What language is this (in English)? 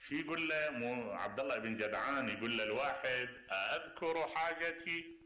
Mesopotamian Arabic